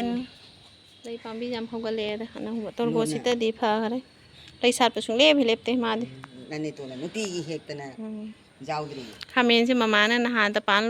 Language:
Manipuri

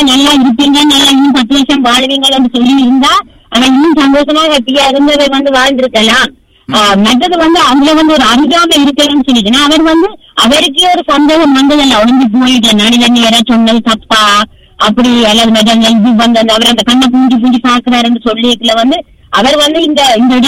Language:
Tamil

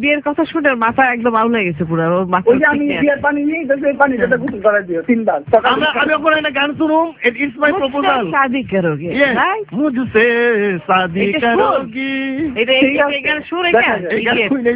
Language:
Bangla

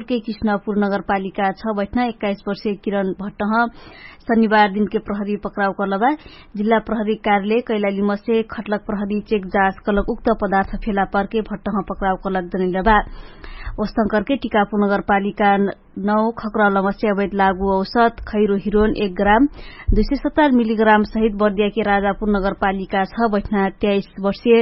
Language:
Dangaura Tharu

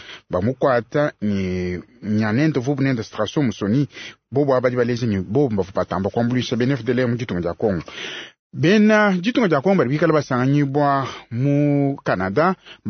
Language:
Luba-Lulua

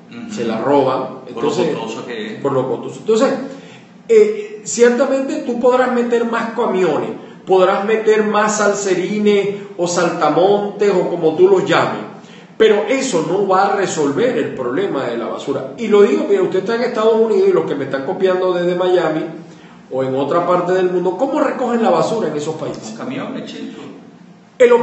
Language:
Spanish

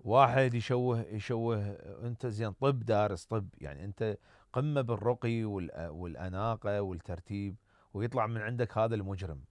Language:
Mesopotamian Arabic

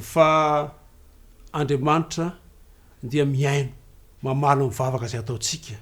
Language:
Malagasy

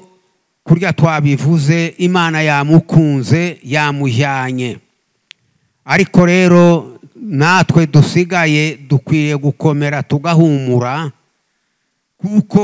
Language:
Kinyarwanda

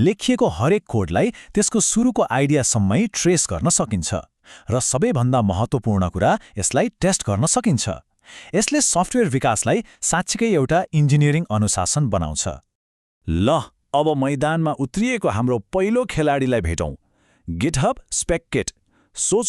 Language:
Nepali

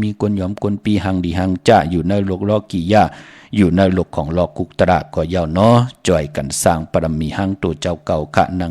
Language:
Shan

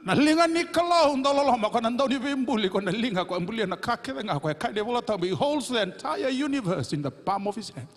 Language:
Fijian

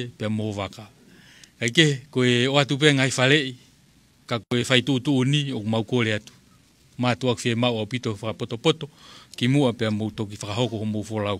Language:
Tongan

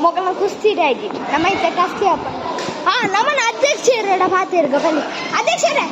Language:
Tulu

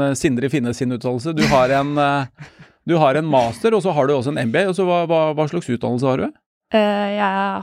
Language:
Norwegian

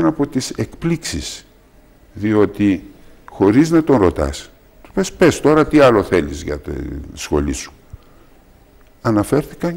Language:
Greek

